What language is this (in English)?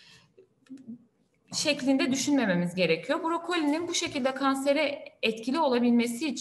Turkish